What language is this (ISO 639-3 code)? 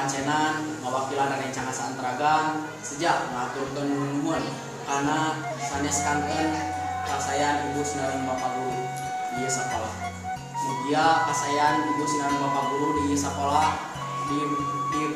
sun